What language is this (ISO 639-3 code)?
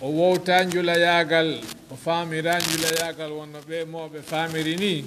ful